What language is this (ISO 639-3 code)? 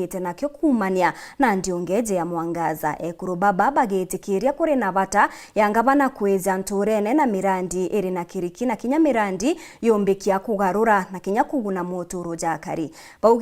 mer